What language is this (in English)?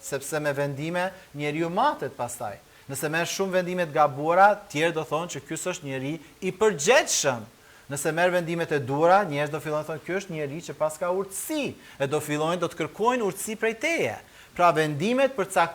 Albanian